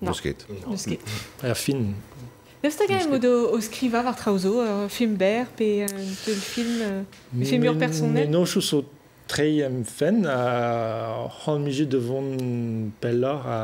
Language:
Breton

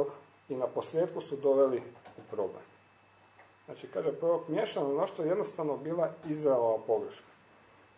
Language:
Croatian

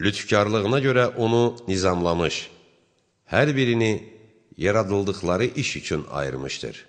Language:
Azerbaijani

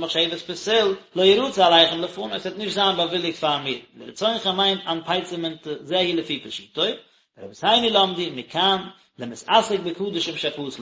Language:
Yiddish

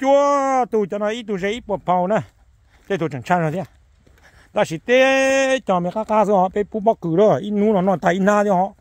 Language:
Hmong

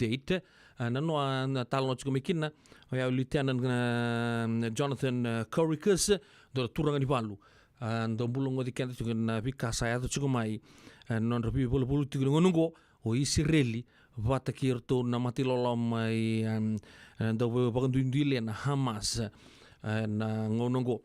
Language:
Fijian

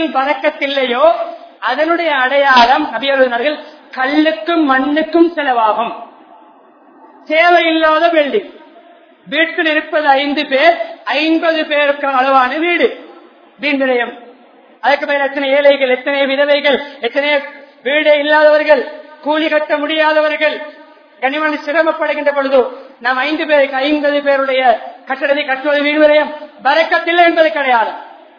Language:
Tamil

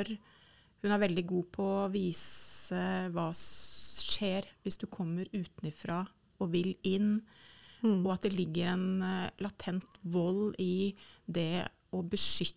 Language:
Norwegian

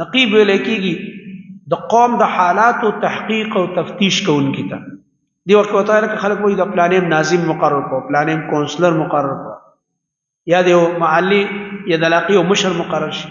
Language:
Pashto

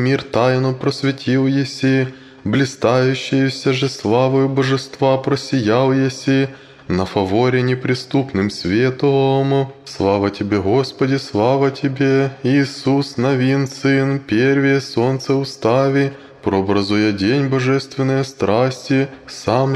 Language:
Church Slavic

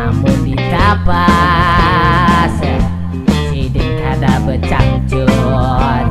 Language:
Banjar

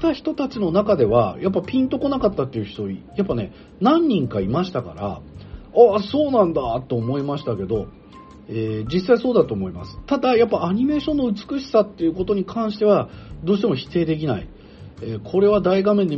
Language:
Japanese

